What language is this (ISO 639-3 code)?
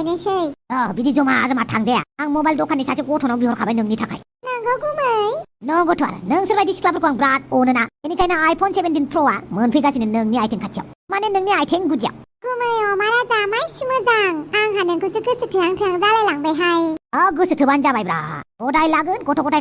brx